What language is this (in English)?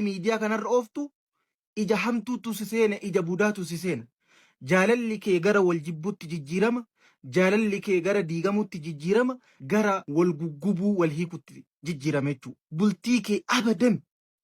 Oromo